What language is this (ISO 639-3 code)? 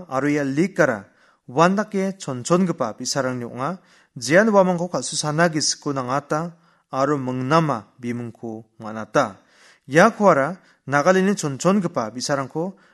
grt